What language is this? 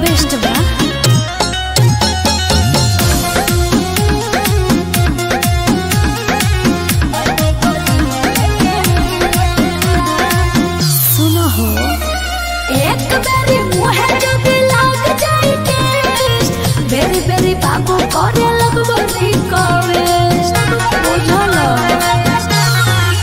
Bhojpuri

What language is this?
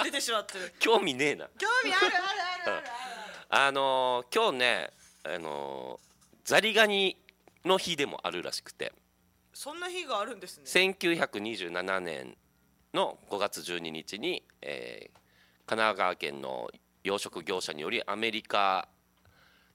Japanese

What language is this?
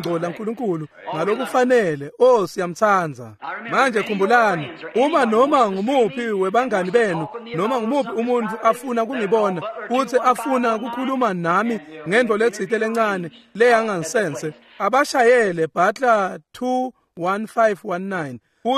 Swati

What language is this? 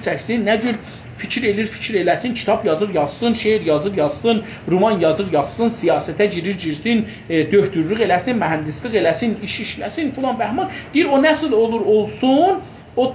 South Azerbaijani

